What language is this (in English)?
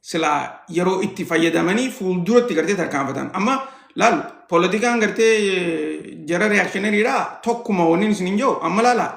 Oromo